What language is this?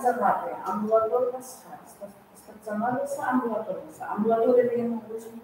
Kara-Kalpak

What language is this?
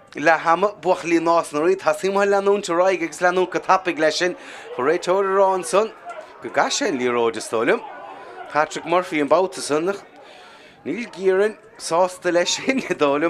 Irish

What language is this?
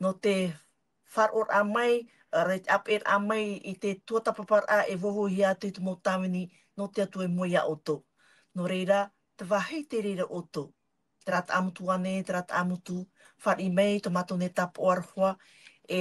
Tahitian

